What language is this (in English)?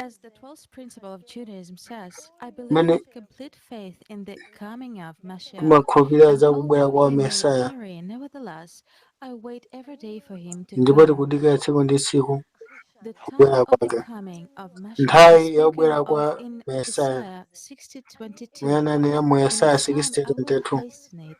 Nyanja